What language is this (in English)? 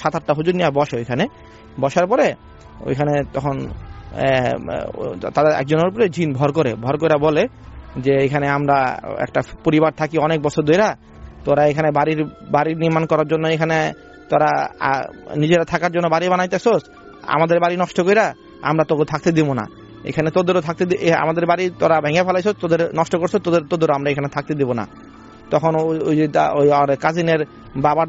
Bangla